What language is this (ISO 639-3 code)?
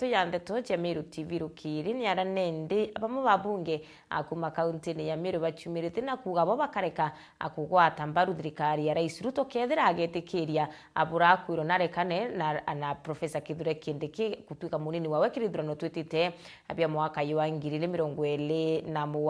mer